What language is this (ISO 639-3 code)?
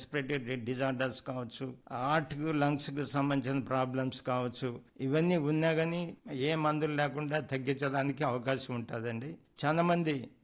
tel